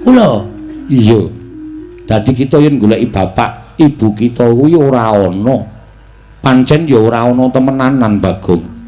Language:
Javanese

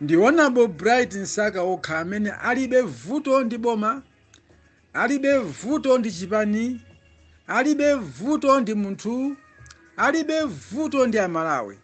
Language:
Nyanja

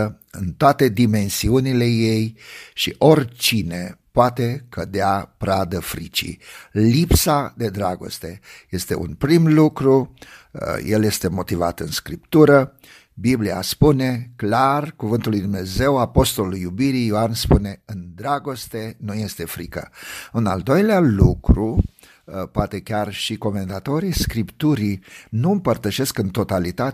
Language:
Romanian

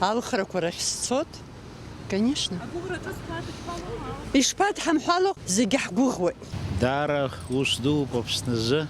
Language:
Abkhazian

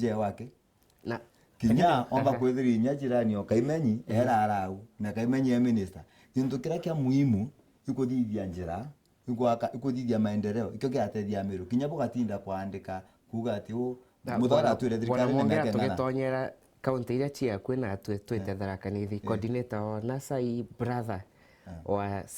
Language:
Meru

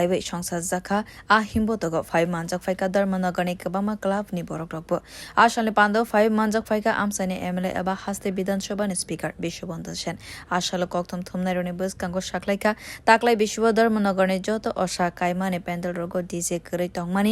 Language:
Kok Borok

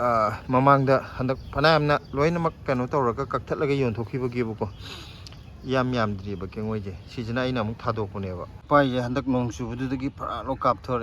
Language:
Manipuri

